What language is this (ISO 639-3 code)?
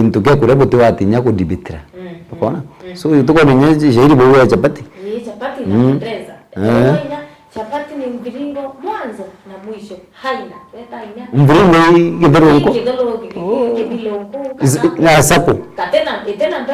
mer